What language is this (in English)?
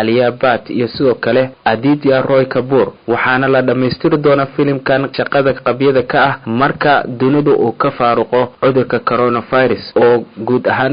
Somali